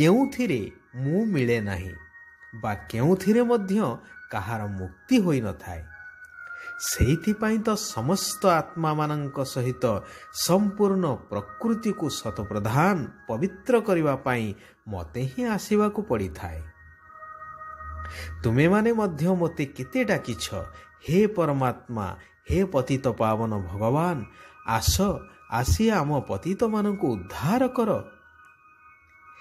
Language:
Odia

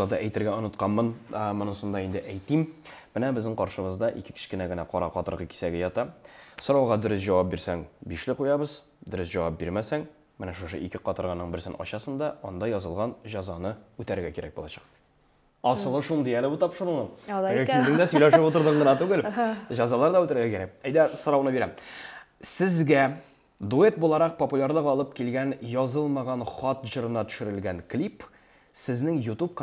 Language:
Tatar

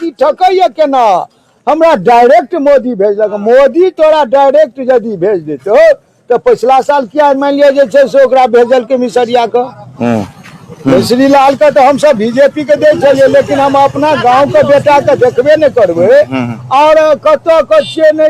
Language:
Maithili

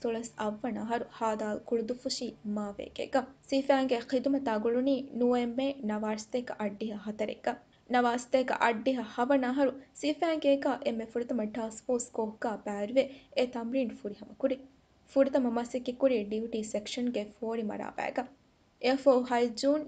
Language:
Divehi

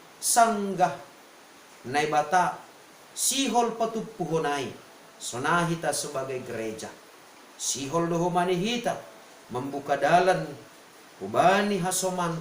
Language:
Batak Simalungun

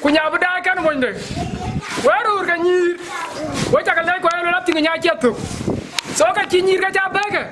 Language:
Dinka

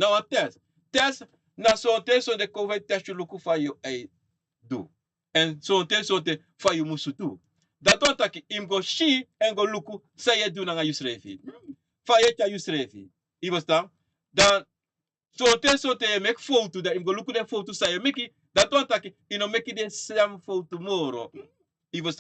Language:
Sranan Tongo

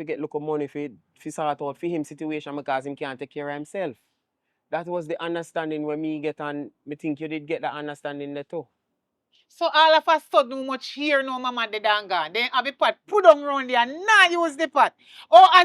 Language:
Jamaican Creole English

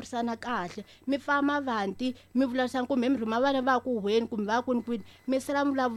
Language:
Tsonga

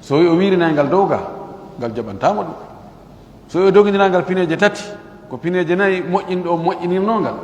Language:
Fula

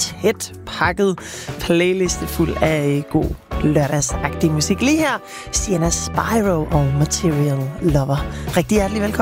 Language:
Danish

